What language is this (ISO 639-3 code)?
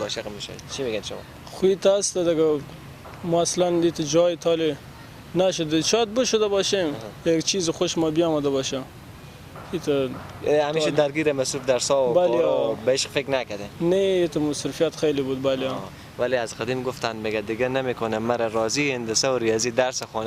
fas